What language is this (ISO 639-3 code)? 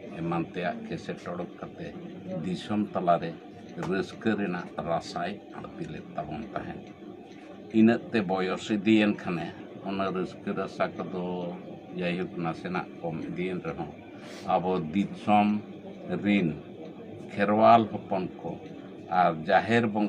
sat